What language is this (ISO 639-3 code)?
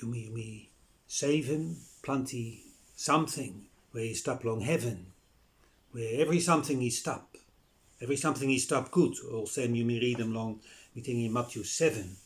bis